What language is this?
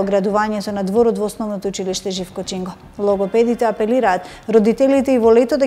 Macedonian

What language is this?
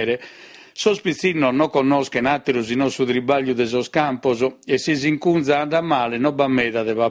Sardinian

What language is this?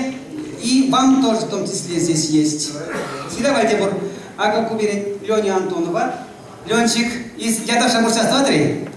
Chuvash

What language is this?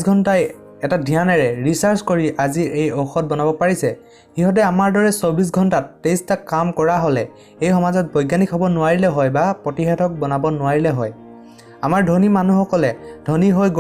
Assamese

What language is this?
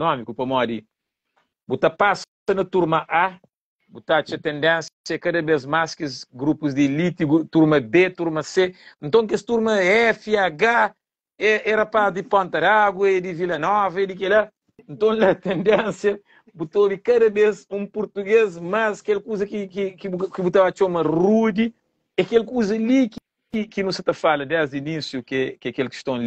Kabuverdianu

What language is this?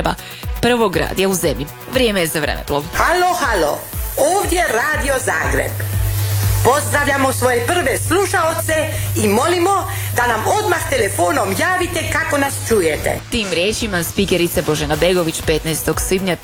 Croatian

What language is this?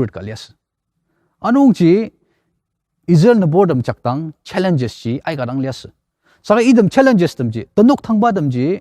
Ao Naga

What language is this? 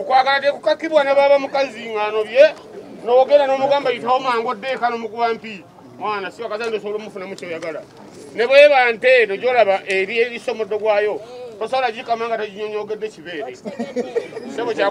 Ganda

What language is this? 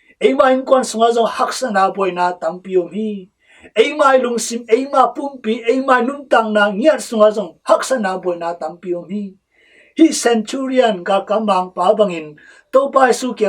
Tedim Chin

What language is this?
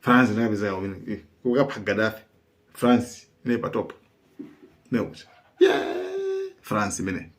Nyanja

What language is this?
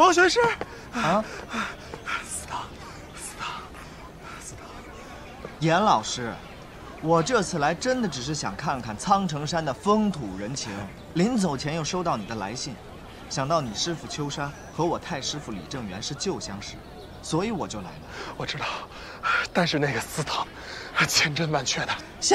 Chinese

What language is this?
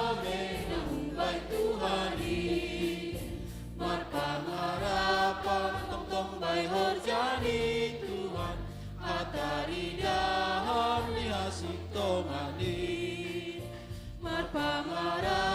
Batak Simalungun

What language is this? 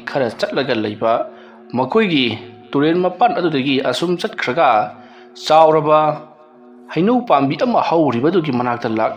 Manipuri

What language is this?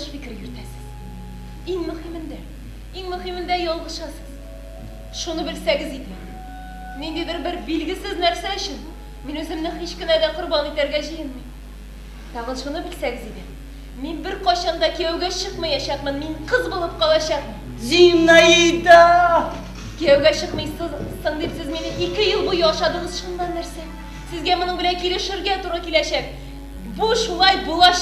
Tatar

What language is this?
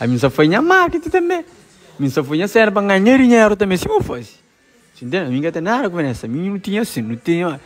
Kabuverdianu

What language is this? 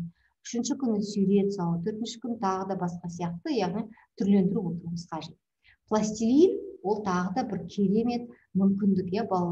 Kazakh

